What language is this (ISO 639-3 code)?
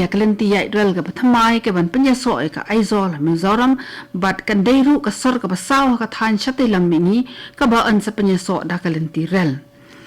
kha